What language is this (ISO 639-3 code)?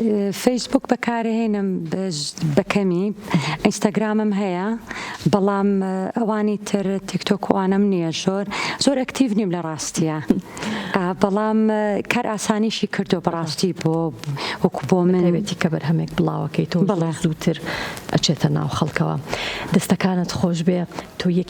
ckb